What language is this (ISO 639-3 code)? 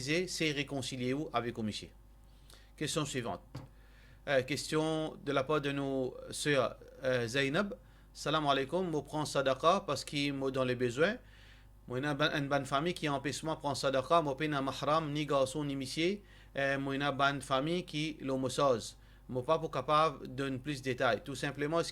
mfe